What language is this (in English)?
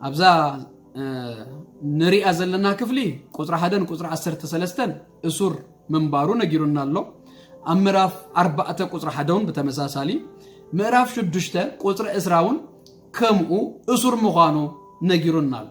Tigrinya